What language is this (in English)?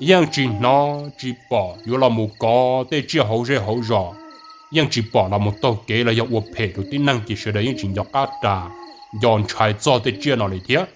Hmong